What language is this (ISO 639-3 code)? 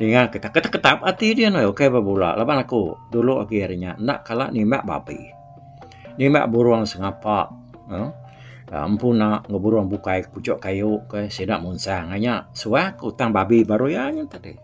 iba